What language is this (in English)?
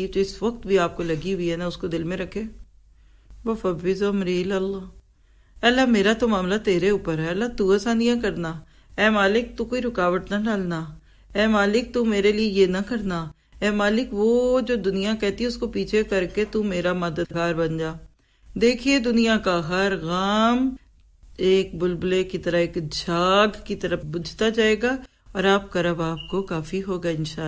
Urdu